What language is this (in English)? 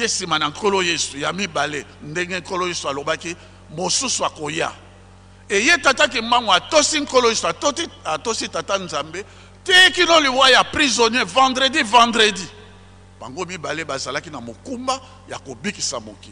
Lingala